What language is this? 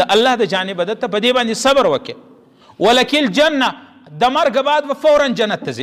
Pashto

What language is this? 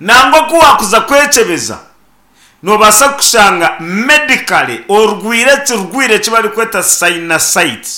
Nyankole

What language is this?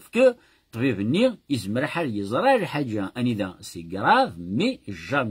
Kabyle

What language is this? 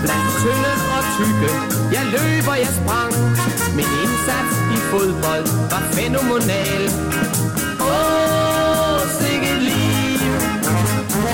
Danish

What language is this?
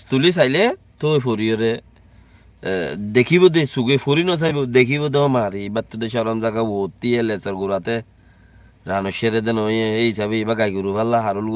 Rohingya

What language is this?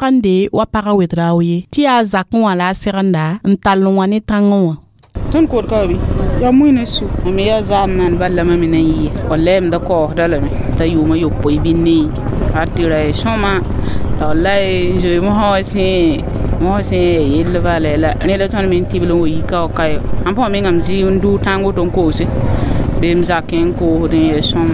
Mossi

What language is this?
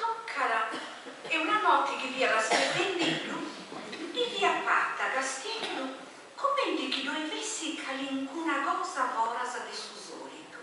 Sardinian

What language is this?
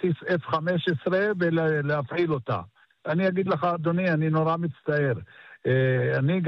Hebrew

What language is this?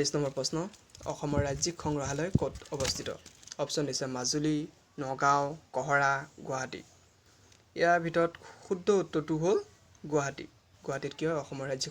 Assamese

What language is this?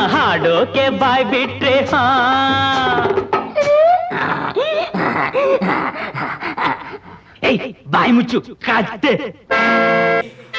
Kannada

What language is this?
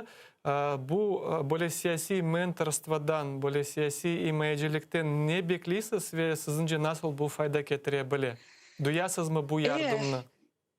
Crimean Tatar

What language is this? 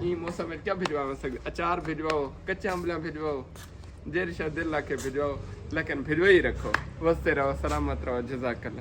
Saraiki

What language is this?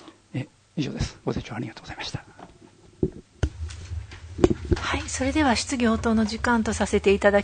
Japanese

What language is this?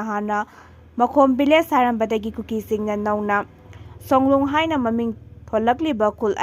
Manipuri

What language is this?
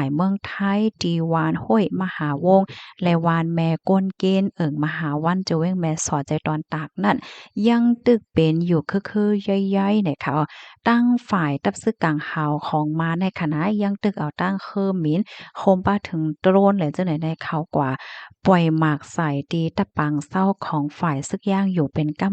Shan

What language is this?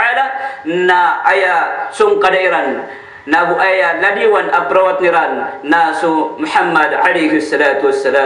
Maranao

